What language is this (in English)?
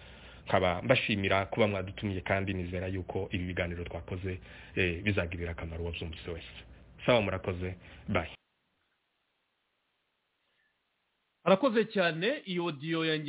Kinyarwanda